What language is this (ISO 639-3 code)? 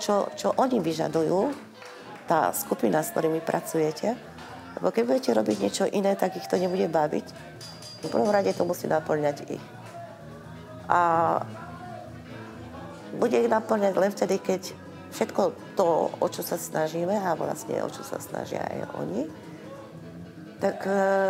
slk